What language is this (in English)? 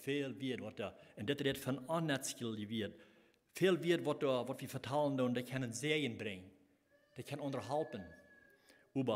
Plautdietsch